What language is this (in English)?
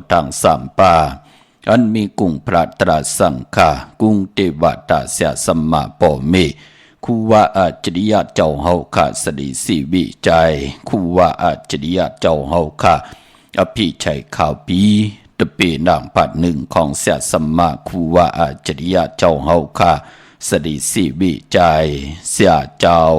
Shan